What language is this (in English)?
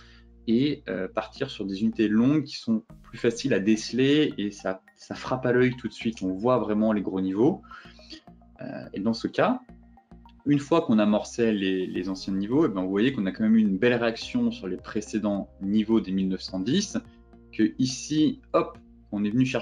French